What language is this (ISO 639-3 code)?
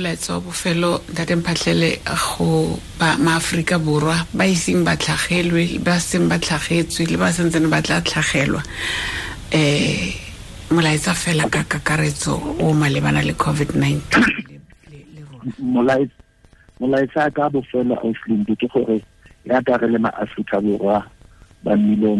tsn